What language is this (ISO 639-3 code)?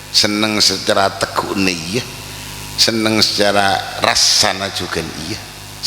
mad